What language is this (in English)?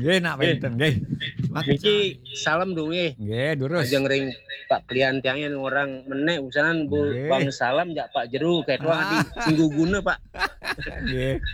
Balinese